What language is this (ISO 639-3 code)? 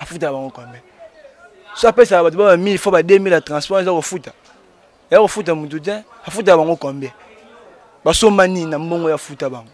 lin